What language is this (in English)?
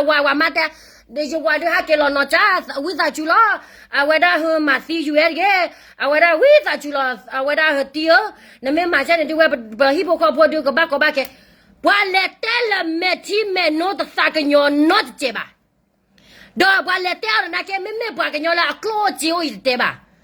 S'gaw Karen